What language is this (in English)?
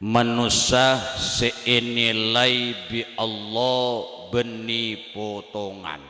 Madurese